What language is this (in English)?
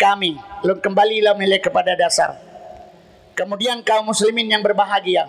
Achinese